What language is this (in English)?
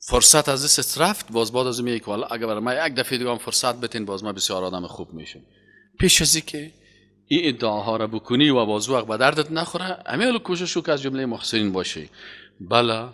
Persian